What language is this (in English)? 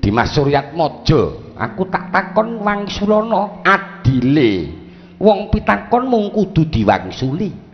Javanese